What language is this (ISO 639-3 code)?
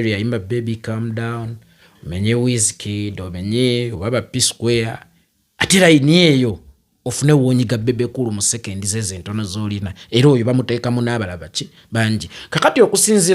lug